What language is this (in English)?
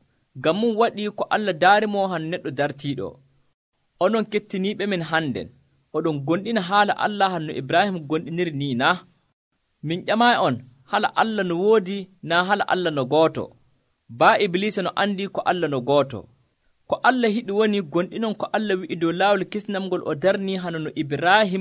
Nigerian Fulfulde